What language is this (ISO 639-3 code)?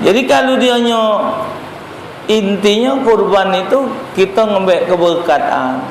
mui